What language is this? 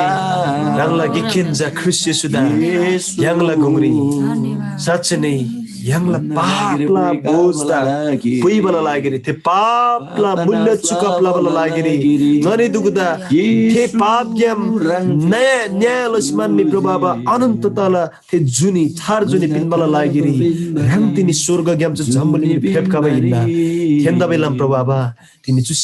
Eastern Tamang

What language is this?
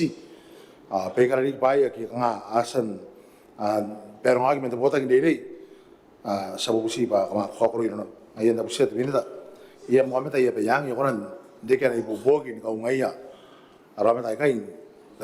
Gilbertese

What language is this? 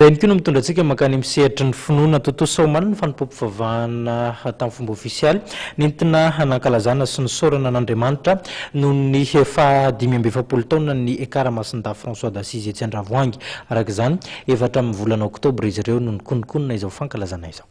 Malagasy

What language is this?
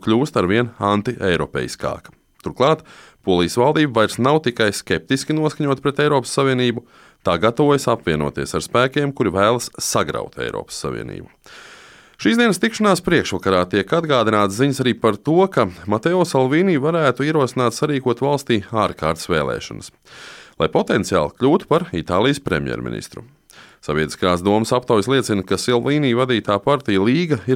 Latvian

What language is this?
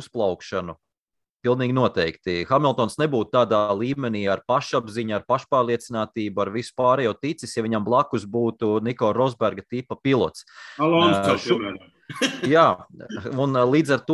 Latvian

